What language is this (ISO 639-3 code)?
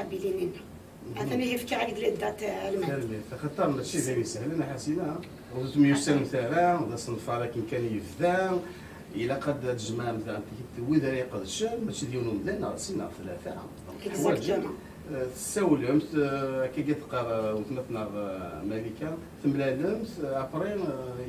kab